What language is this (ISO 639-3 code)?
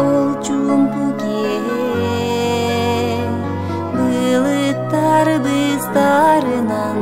sah